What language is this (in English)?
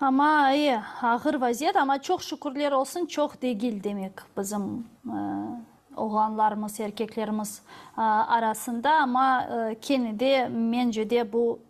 Crimean Tatar